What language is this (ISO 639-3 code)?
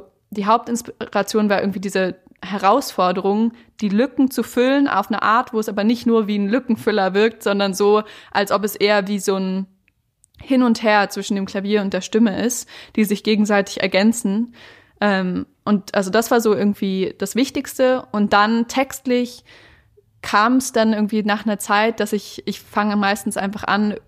deu